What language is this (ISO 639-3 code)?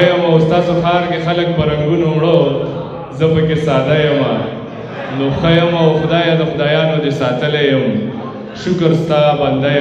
pus